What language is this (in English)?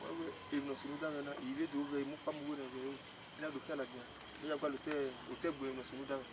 Bini